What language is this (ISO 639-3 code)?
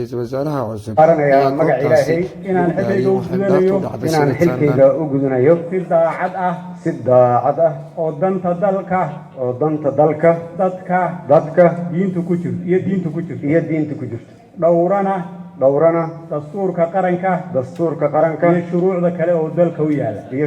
som